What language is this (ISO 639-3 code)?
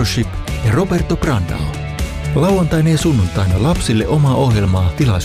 fin